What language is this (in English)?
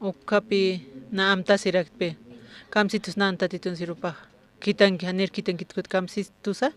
Aymara